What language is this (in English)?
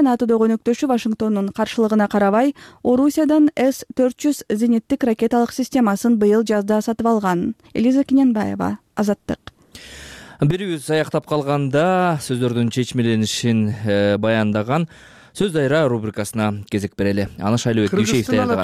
Kyrgyz